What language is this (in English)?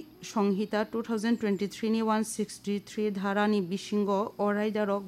Kok Borok